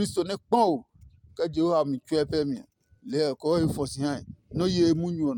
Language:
Adangme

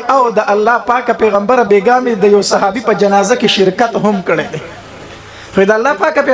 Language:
Pashto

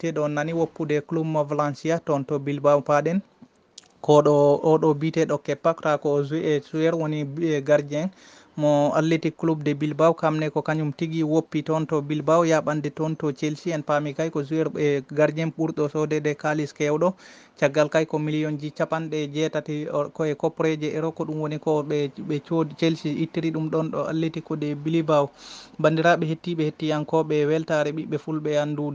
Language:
Fula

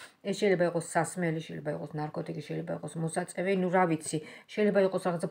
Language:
Georgian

